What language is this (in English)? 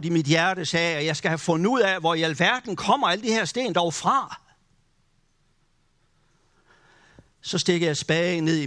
Danish